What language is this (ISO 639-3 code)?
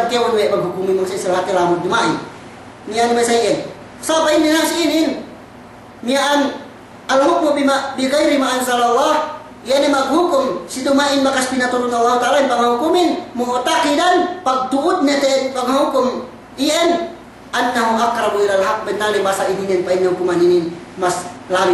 yka